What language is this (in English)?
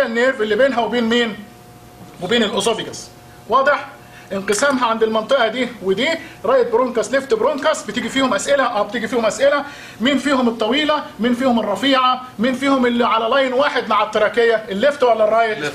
Egyptian Arabic